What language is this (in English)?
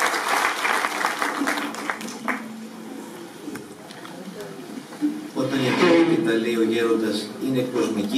Greek